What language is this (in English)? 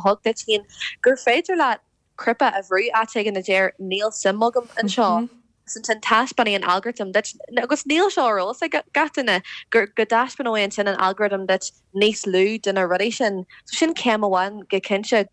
Irish